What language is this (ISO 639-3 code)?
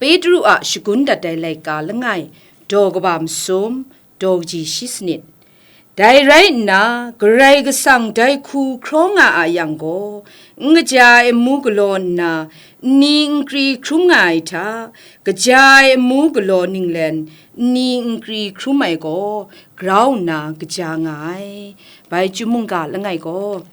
kac